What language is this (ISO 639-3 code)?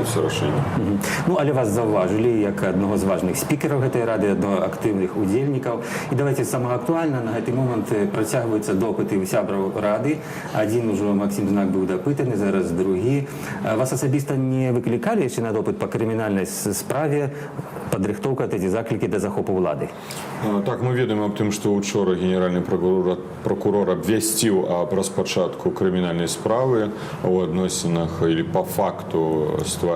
bel